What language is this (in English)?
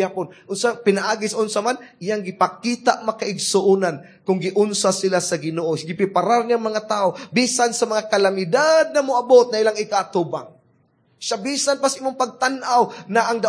Cebuano